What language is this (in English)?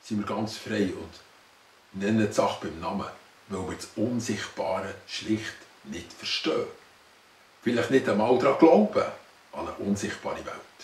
Swiss German